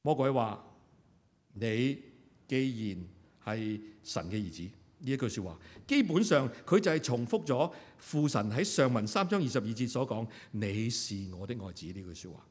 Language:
Cantonese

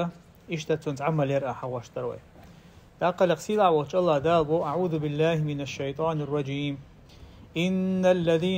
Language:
Chechen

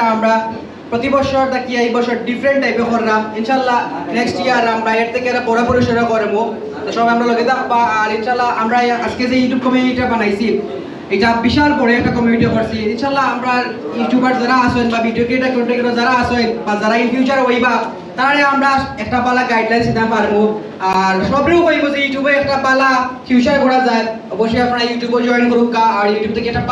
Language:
Sylheti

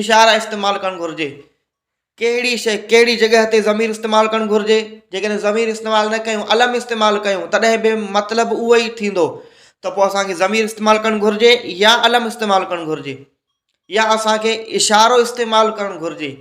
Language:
Sindhi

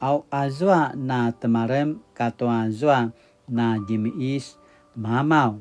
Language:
Paiwan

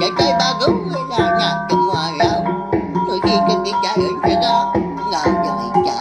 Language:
Iban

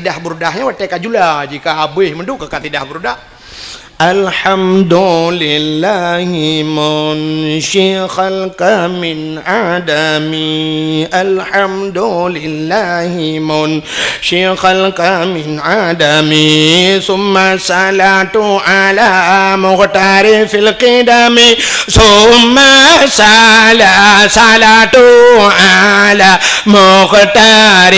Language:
Achinese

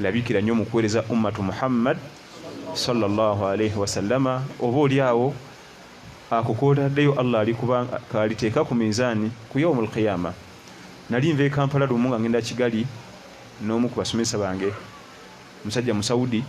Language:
Ganda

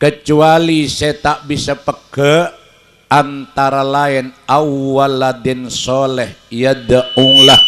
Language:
Madurese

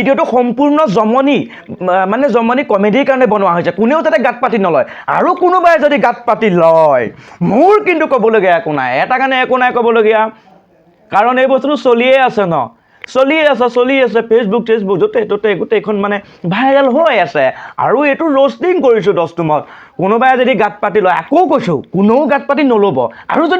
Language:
Assamese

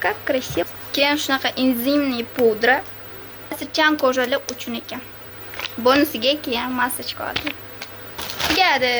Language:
Uzbek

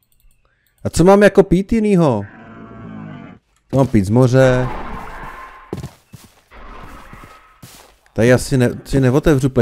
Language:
Czech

